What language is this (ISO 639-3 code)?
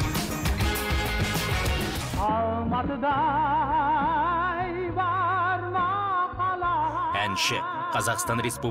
kaz